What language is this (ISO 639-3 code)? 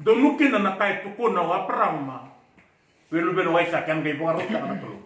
fij